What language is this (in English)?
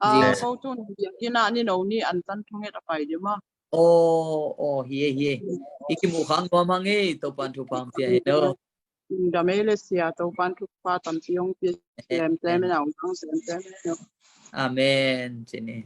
Tedim Chin